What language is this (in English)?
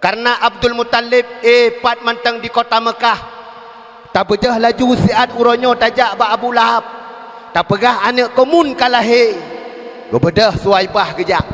Achinese